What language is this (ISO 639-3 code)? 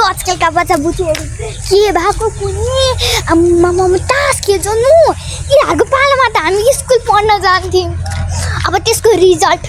nep